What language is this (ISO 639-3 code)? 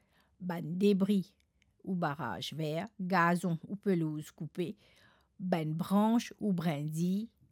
mfe